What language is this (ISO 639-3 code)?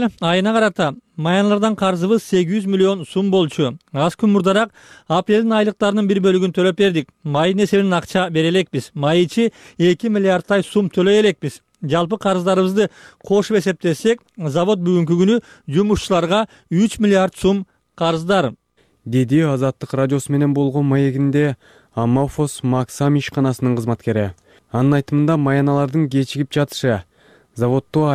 kir